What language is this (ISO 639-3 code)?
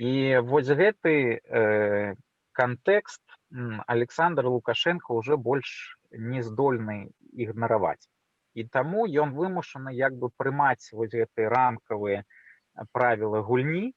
bel